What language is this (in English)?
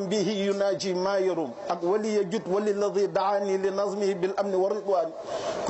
Wolof